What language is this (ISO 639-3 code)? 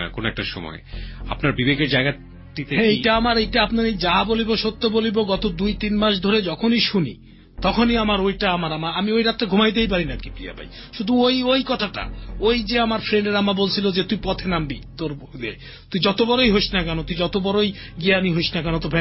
ben